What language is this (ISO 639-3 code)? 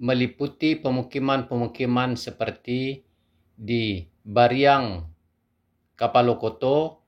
min